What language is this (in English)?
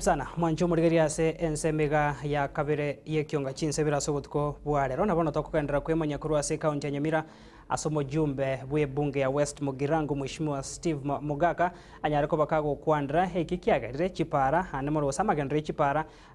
Gusii